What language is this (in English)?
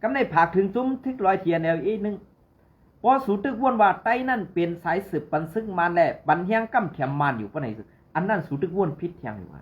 Shan